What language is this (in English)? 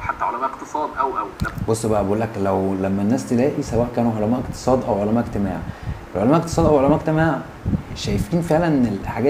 Egyptian Arabic